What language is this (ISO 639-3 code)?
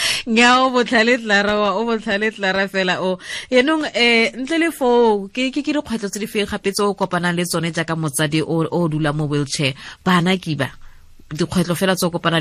tsn